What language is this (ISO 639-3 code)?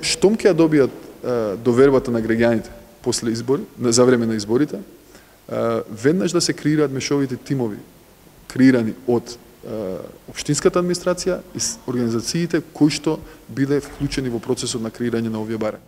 mkd